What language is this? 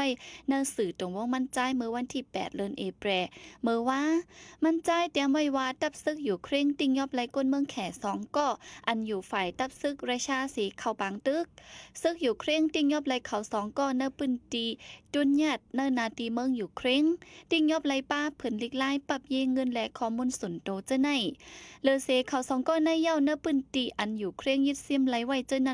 Shan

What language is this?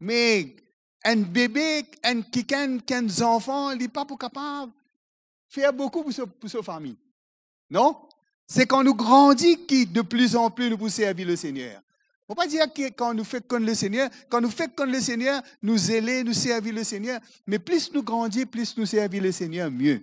Morisyen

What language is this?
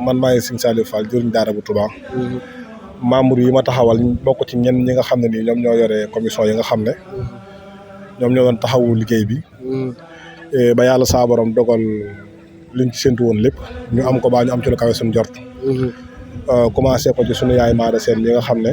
Wolof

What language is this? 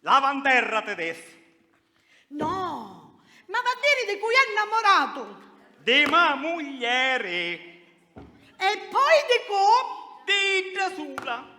Sicilian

